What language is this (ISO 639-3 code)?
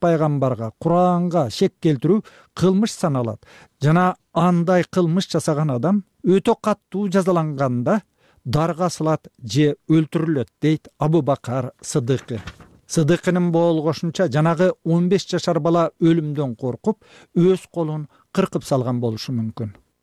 kir